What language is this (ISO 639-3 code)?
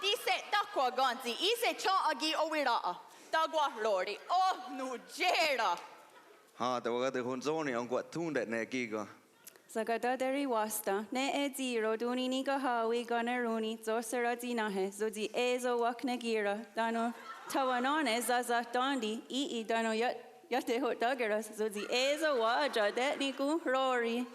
moh